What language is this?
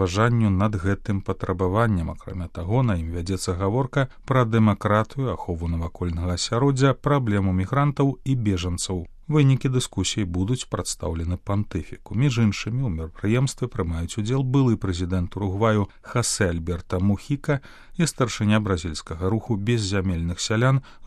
Belarusian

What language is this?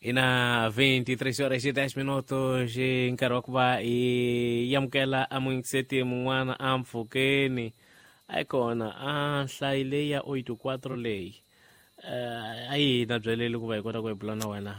Tsonga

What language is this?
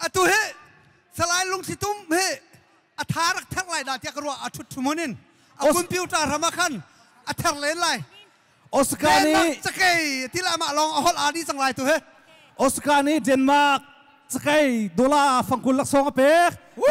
Hakha Chin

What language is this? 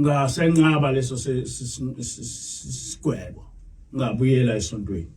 Zulu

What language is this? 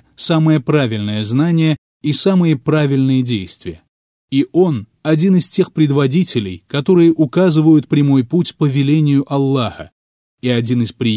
Russian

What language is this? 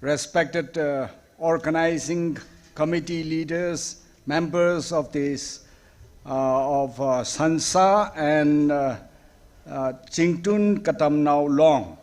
Tangkhul Naga (India)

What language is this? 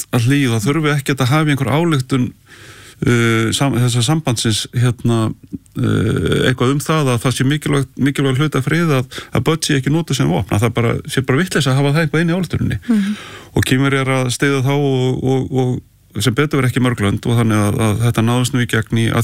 Icelandic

